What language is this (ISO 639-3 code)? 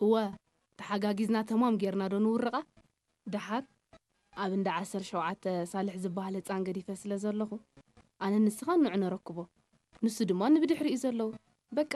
tir